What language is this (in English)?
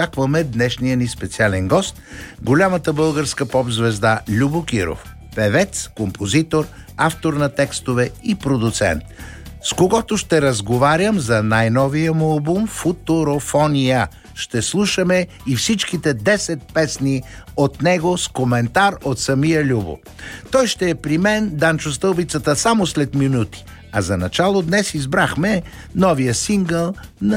Bulgarian